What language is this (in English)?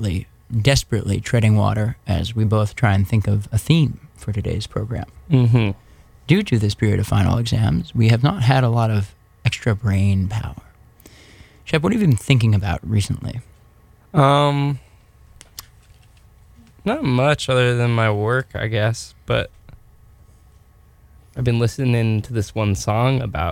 English